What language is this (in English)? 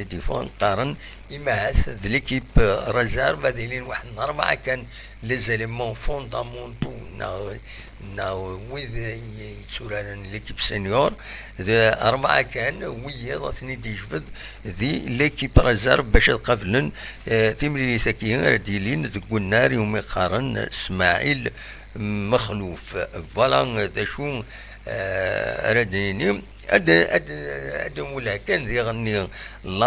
Kabyle